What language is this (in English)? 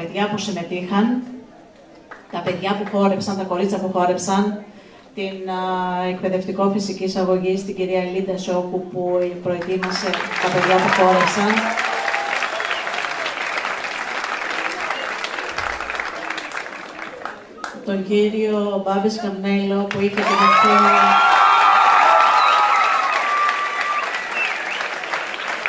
Greek